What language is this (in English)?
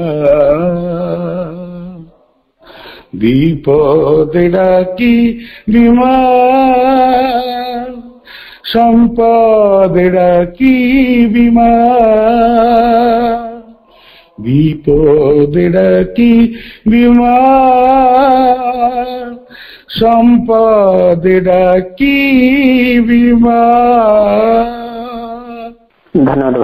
Odia